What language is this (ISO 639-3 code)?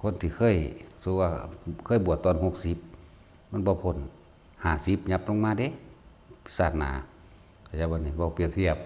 tts